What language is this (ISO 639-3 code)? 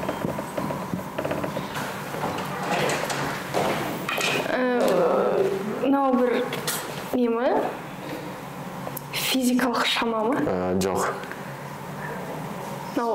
kaz